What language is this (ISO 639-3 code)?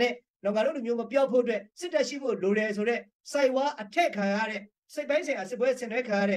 mya